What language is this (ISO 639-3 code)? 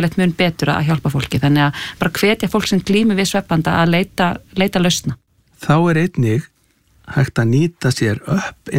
isl